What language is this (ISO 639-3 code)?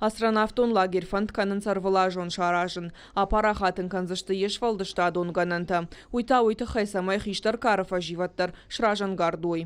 oss